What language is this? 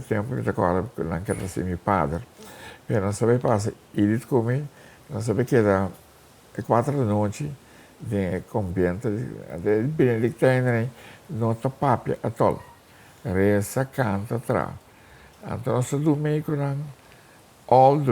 Papiamento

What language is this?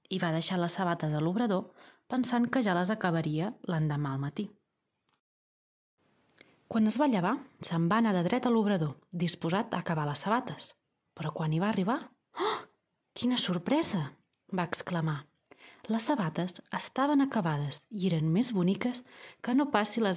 Catalan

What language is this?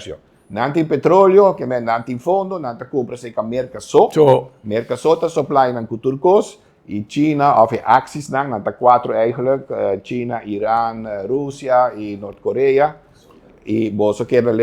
Papiamento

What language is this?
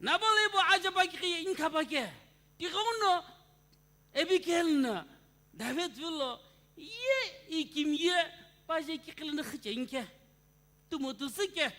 Sumi Naga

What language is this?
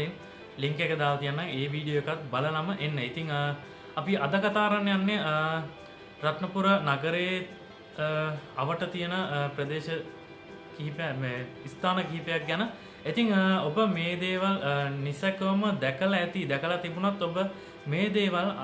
Sinhala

